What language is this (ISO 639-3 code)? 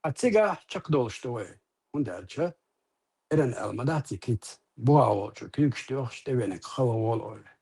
che